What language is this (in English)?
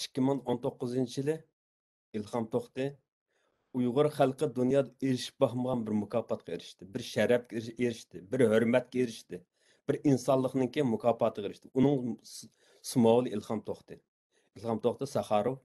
Uyghur